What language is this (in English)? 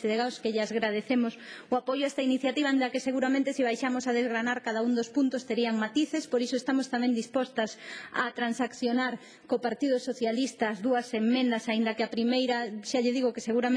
Galician